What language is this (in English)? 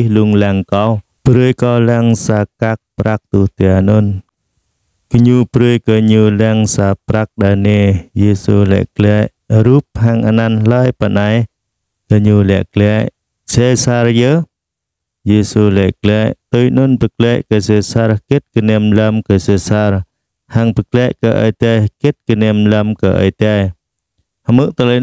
Jarai